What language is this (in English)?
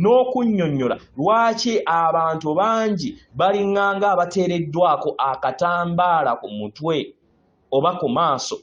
Ganda